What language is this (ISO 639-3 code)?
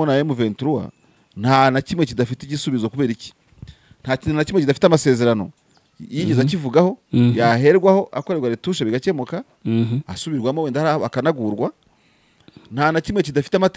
kin